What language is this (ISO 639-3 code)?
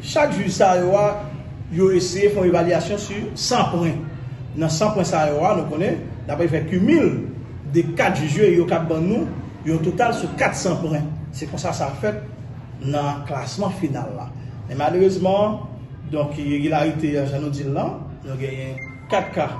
hat